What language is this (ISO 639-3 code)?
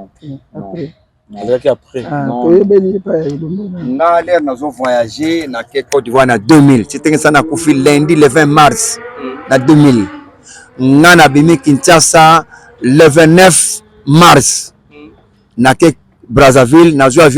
lin